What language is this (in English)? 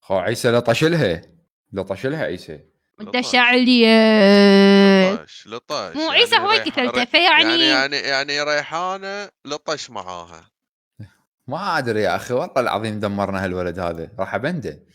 Mesopotamian Arabic